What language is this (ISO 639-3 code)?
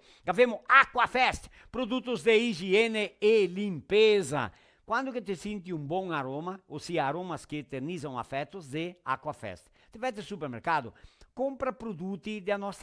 vec